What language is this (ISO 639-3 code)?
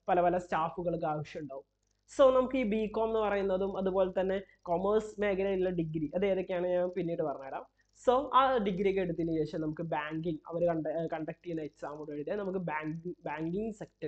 mal